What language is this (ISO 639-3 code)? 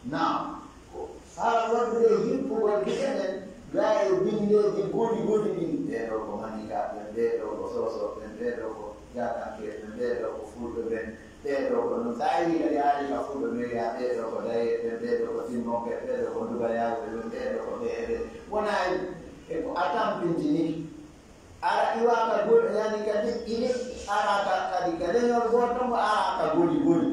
ful